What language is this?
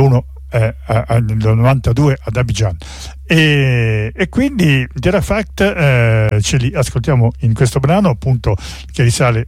Italian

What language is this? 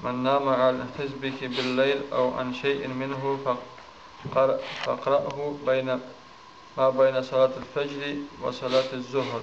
Kumyk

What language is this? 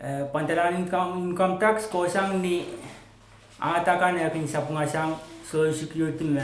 Pohnpeian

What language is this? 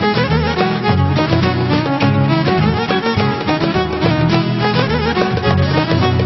Greek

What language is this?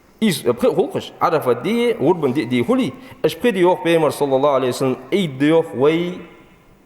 Ingush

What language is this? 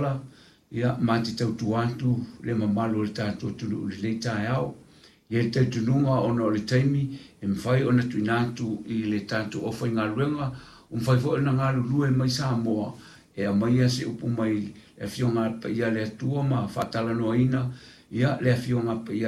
Samoan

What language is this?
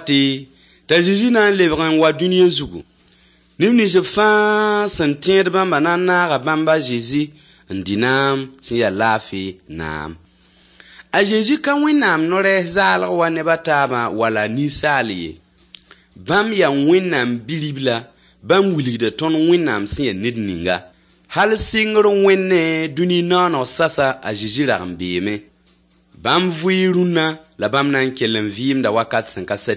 Mossi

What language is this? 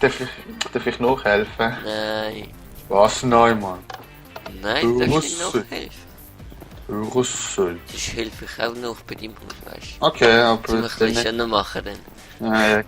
Swiss German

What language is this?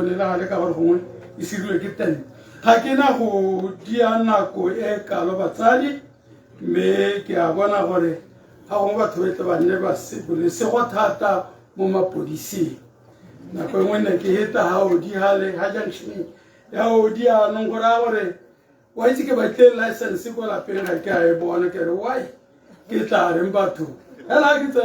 Tswana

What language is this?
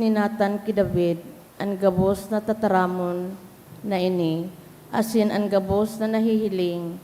Bikol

